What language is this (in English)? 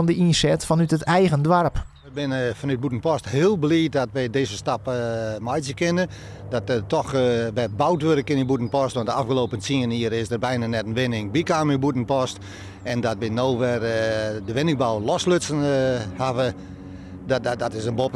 Western Frisian